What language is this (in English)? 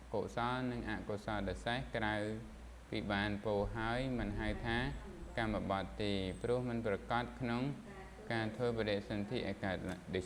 Khmer